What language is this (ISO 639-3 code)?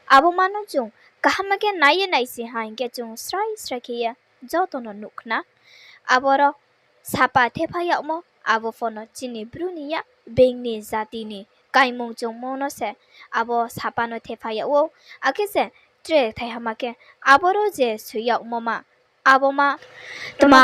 ria